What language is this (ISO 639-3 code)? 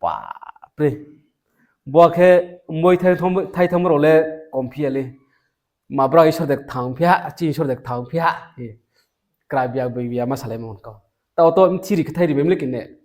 ria